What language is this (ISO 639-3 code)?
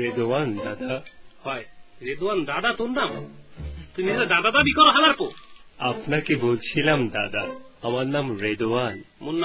ben